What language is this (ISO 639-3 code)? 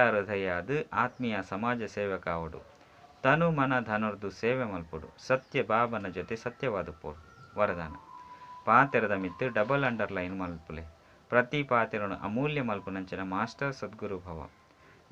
tcy